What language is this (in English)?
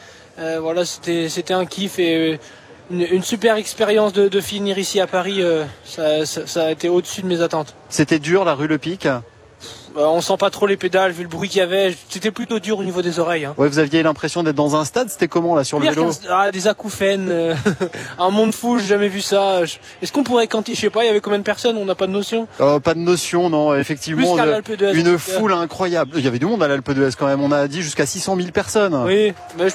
French